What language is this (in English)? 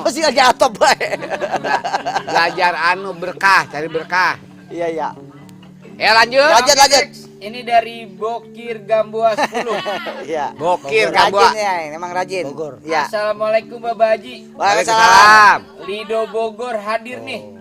Betawi